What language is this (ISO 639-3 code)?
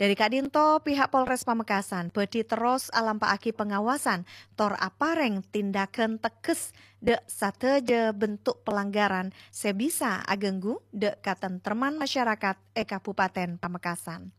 mad